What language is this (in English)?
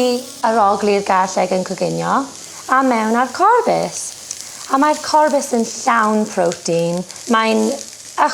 Welsh